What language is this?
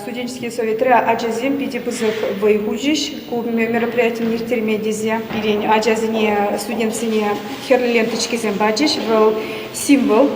Chuvash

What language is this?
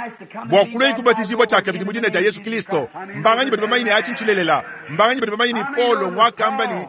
Luba-Lulua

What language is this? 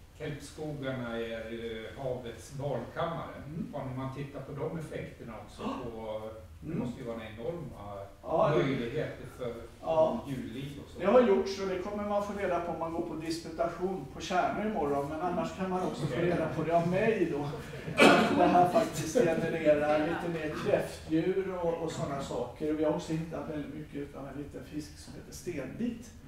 Swedish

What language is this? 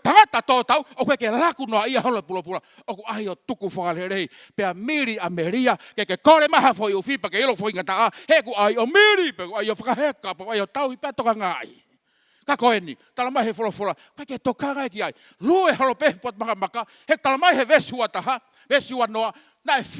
Tongan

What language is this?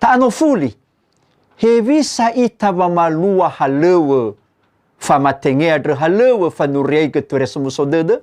Nias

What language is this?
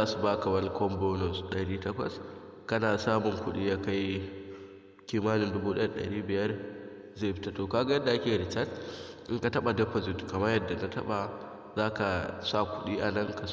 Hausa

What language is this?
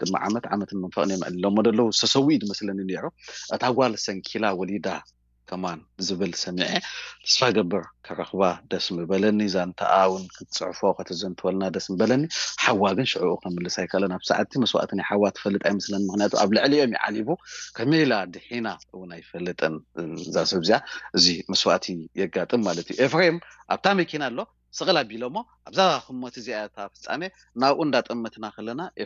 Tigrinya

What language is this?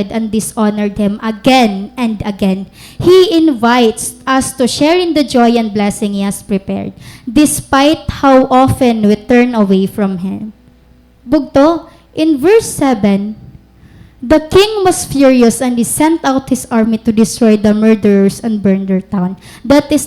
Waray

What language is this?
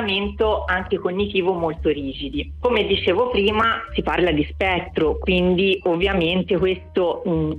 Italian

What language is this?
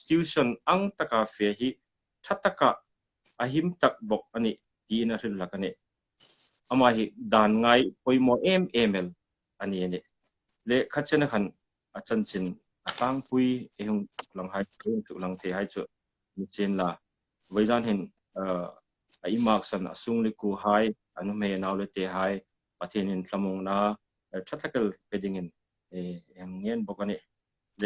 Hmar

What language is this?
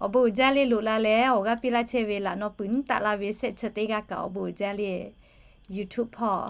Lahu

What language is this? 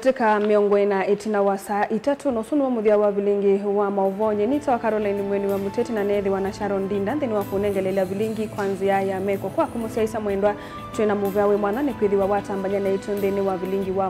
Kamba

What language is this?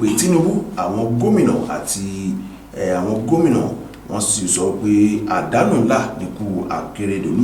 Yoruba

